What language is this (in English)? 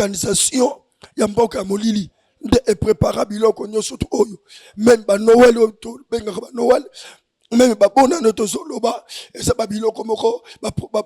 Lingala